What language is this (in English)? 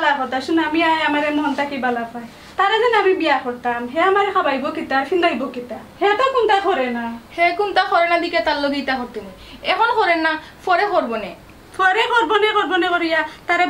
Sylheti